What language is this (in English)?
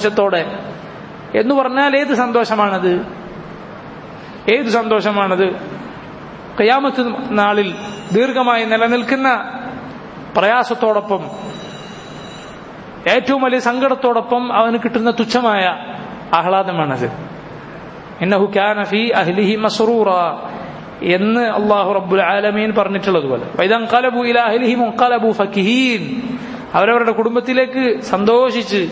Malayalam